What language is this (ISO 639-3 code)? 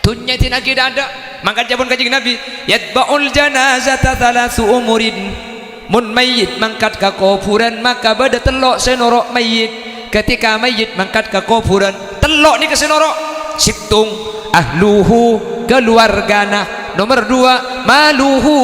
mad